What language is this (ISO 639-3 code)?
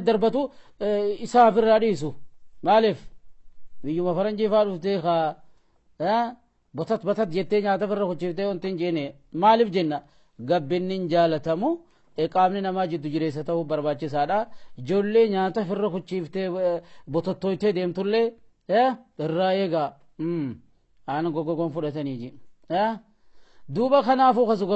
orm